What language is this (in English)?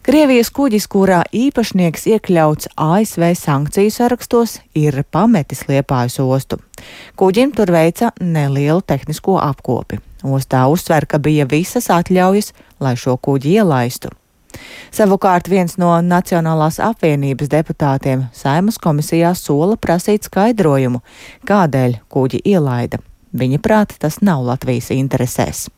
Latvian